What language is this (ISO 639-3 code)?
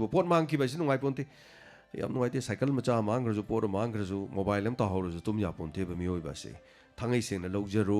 mni